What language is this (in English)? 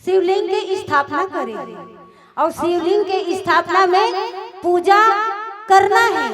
Chhattisgarhi